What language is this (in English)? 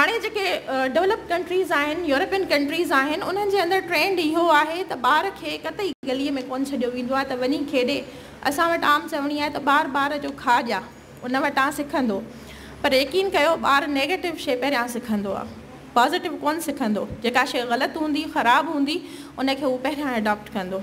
Sindhi